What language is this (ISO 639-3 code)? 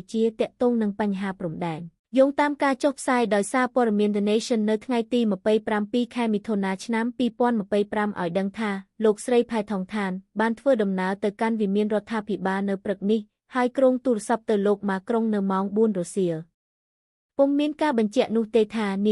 khm